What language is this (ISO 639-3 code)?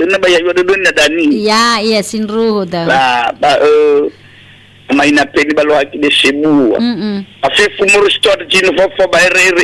nia